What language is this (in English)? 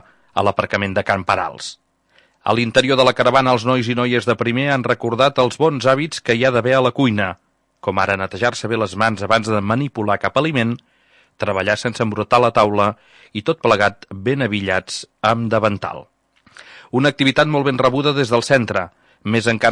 Catalan